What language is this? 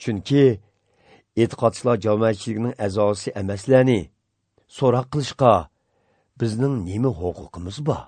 Uyghur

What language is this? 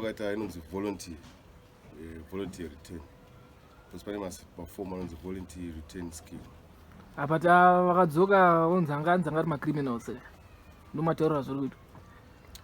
Shona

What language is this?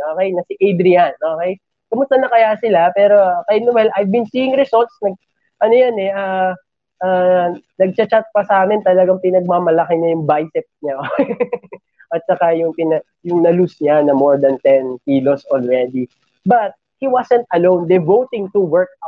Filipino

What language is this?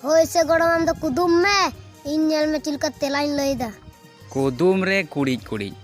Santali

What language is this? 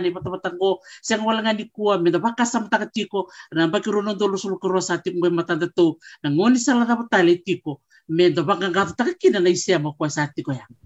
Fijian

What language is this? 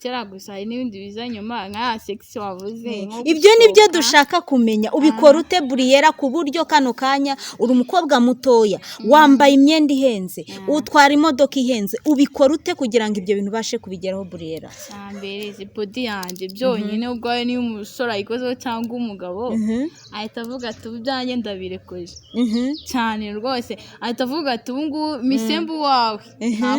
Kinyarwanda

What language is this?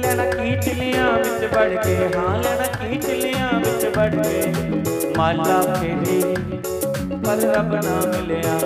Dogri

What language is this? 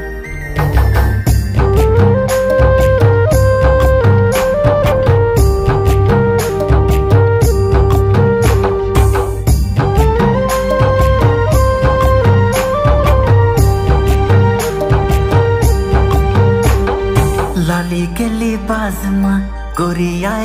Bhojpuri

